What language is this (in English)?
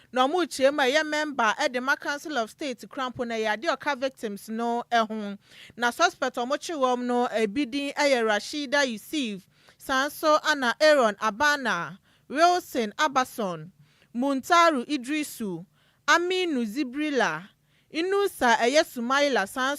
Akan